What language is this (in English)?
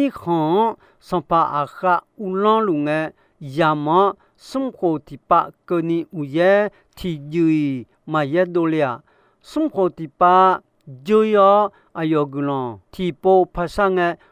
Akha